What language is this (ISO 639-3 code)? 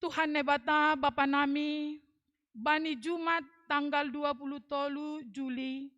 bts